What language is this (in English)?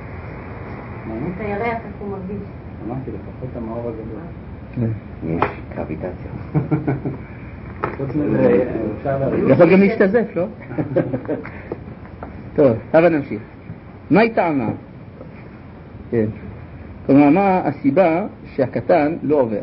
Hebrew